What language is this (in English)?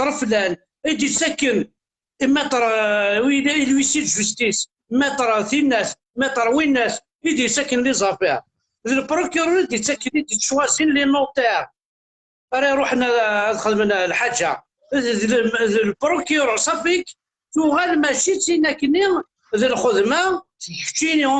Kabyle